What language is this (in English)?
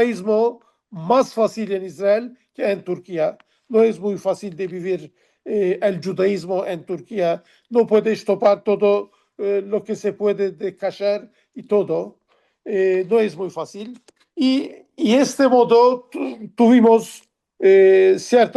Ladino